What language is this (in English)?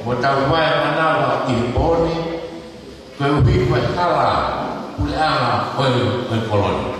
Tongan